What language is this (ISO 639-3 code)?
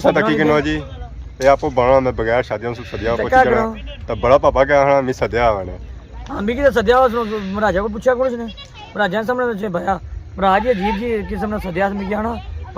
phr